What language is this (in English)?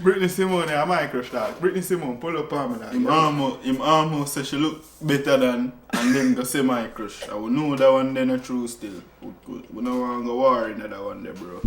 Jamaican Creole English